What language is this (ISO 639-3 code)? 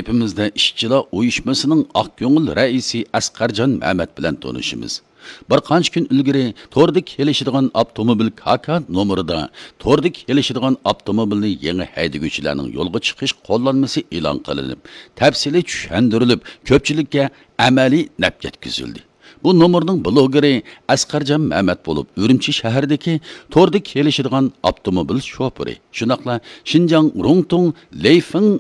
uig